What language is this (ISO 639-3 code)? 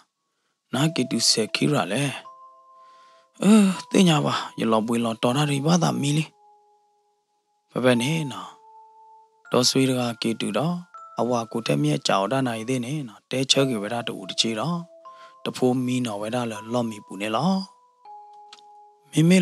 ksw